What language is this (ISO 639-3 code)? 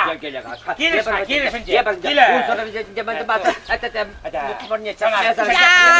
chv